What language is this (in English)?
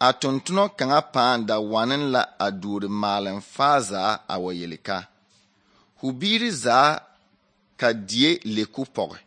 Southern Dagaare